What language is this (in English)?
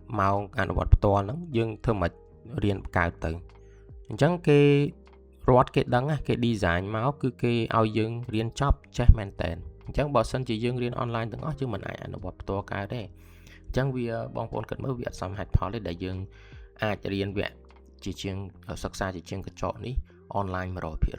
Khmer